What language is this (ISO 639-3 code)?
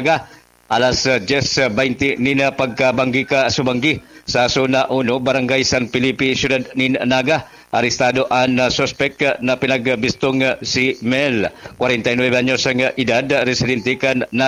bik